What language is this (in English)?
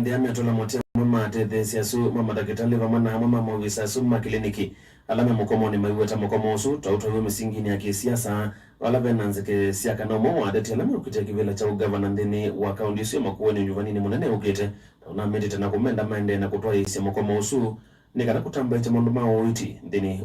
Kamba